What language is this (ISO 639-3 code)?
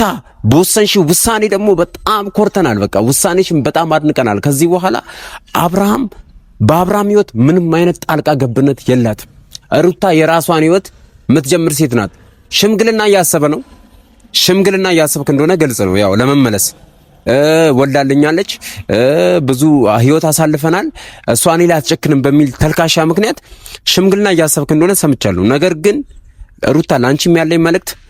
amh